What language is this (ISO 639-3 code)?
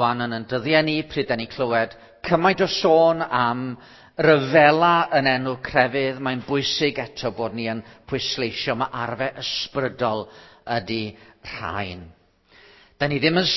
cym